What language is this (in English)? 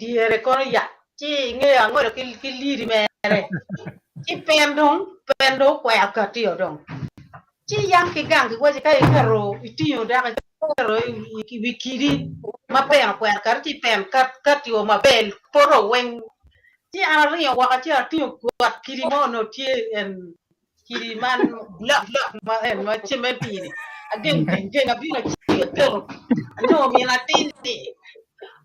Acoli